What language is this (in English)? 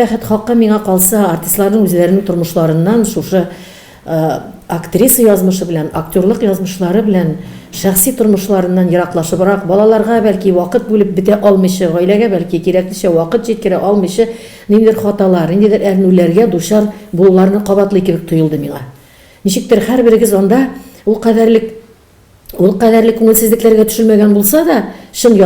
Tatar